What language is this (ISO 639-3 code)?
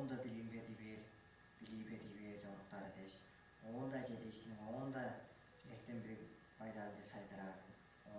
tyv